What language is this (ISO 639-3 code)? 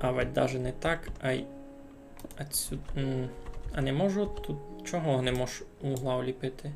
rue